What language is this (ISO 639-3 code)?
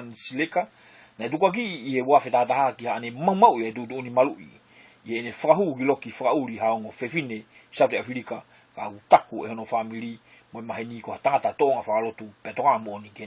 ton